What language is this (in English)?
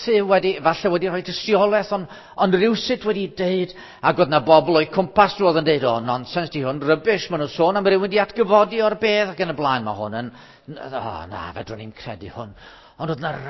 Welsh